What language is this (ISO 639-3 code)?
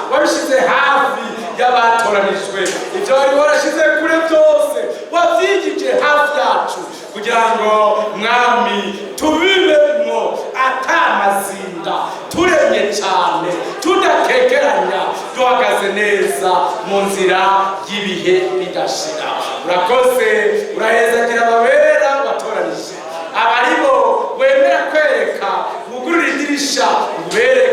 run